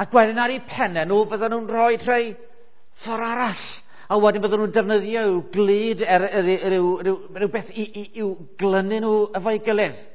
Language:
Welsh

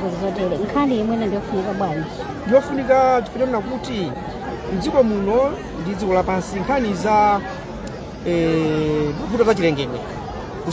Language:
Nyanja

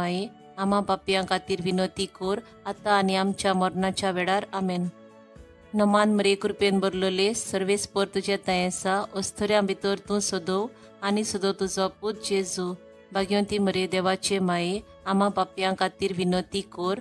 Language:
Konkani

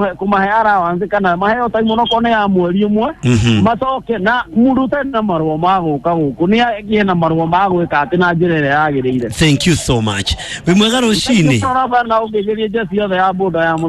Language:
Kikuyu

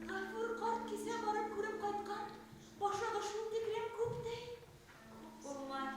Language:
Bashkir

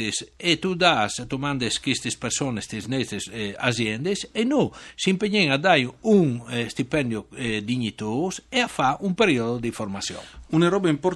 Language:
Friulian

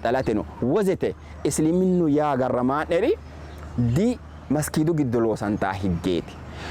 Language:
Sidamo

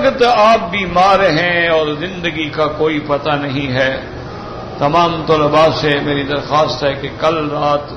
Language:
Urdu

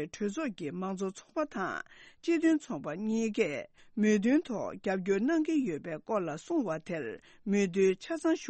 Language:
Tibetan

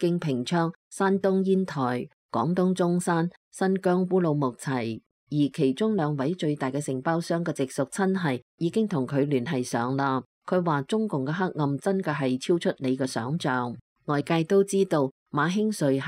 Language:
Cantonese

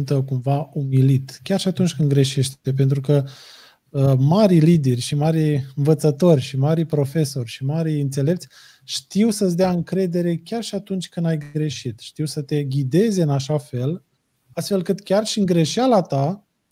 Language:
Romanian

